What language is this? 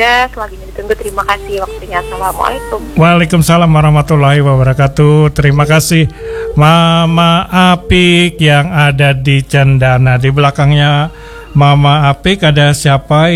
Banjar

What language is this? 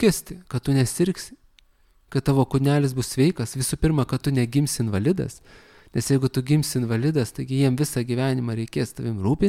Lithuanian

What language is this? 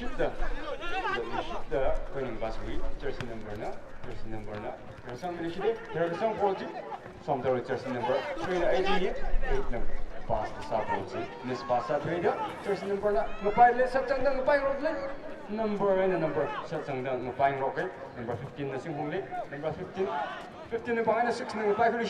Tangkhul Naga (India)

